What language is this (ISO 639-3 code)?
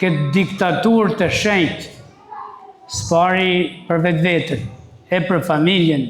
sqi